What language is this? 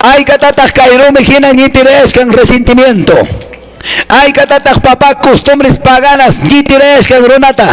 Quechua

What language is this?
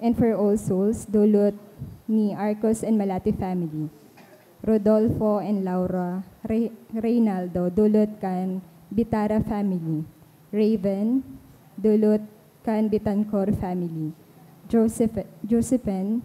Bikol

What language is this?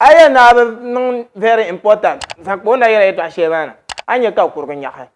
Dagbani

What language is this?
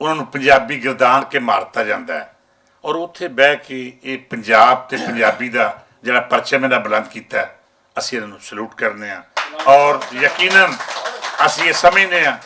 Western Panjabi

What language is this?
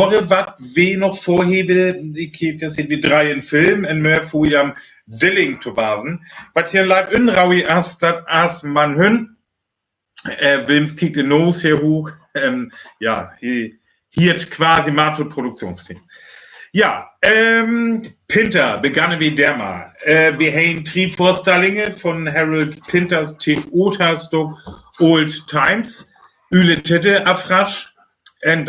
Northern Frisian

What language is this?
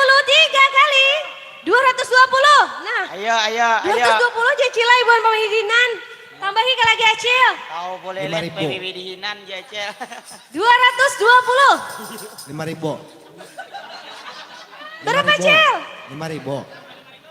Banjar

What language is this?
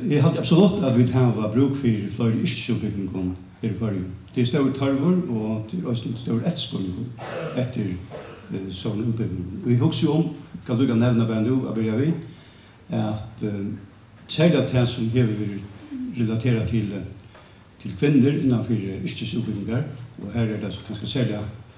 Faroese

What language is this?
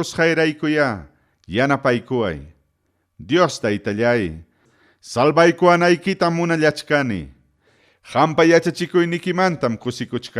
Ayacucho Quechua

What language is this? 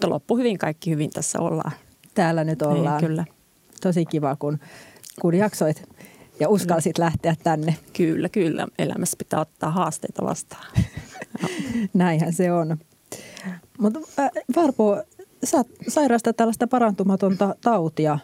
Finnish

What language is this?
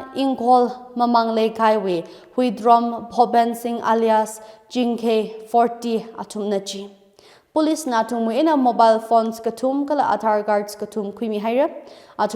Tangkhul Naga (India)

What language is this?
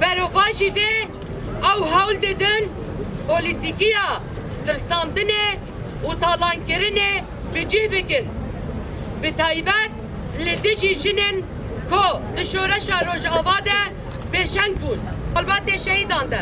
Kurdish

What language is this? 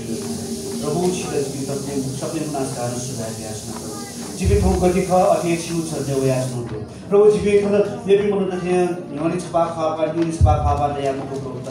Newari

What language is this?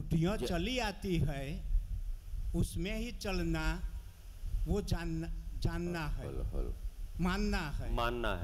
Hindi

